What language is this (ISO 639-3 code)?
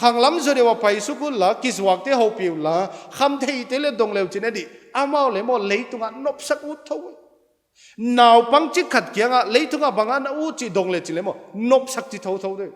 pck